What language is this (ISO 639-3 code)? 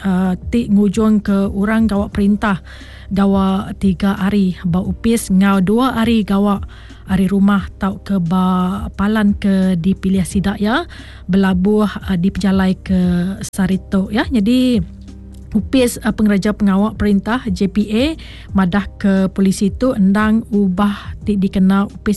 iba